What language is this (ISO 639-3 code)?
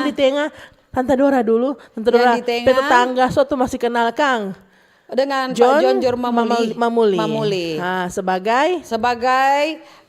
xmm